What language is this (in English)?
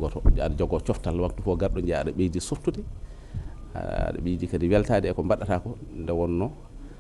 Fula